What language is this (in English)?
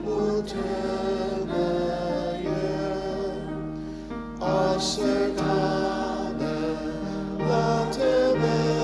Ao Naga